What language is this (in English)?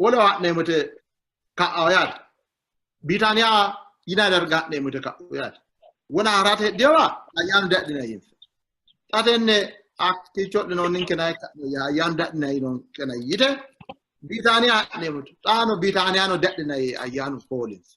Sidamo